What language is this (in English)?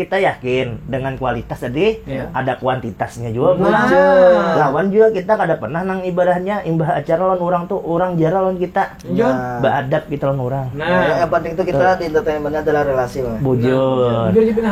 Banjar